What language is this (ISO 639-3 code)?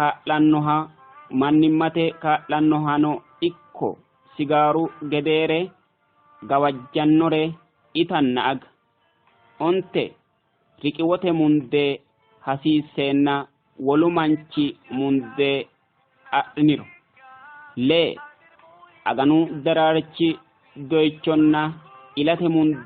sid